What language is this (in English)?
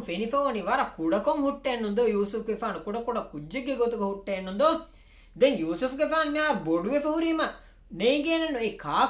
Divehi